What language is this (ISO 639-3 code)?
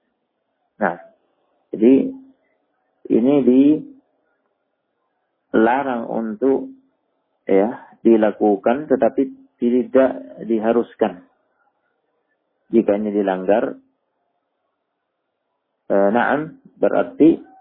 ind